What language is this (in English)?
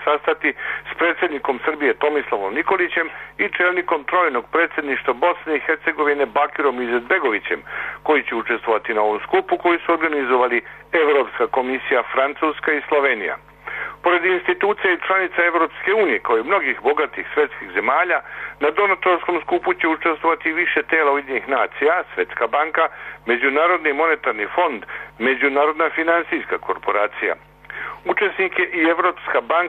Serbian